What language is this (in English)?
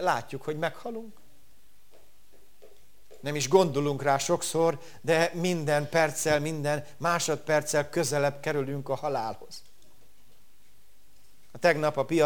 Hungarian